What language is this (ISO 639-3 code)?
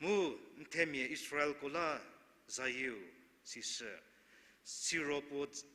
njm